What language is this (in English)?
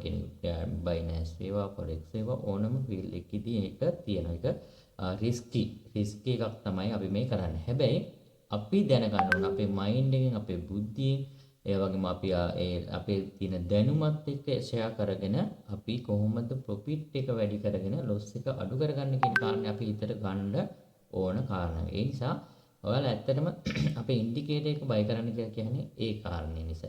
Sinhala